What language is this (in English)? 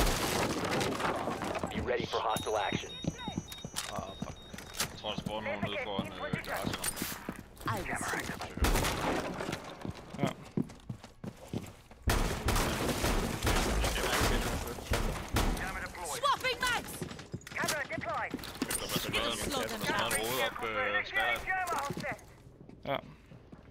Danish